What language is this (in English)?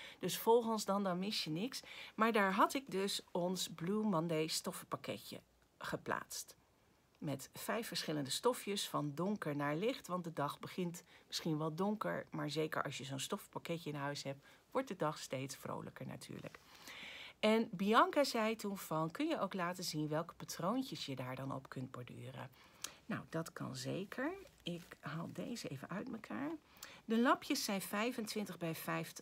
Dutch